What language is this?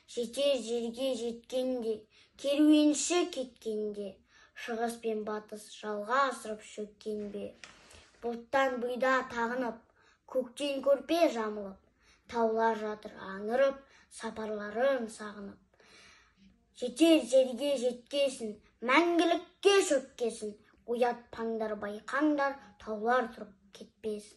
Kazakh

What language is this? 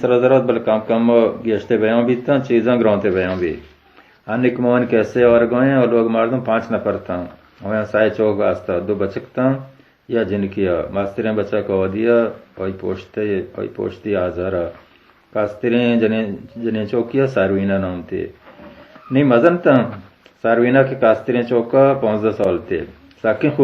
Baluchi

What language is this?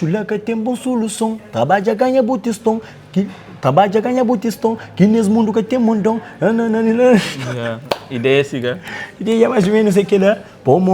Kabuverdianu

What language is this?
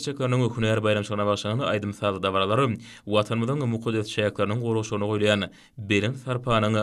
Turkmen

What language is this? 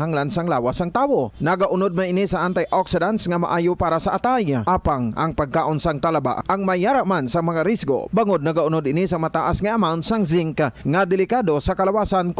Hiligaynon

